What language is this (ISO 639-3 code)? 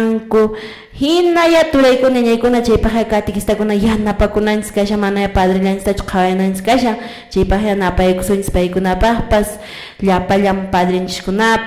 que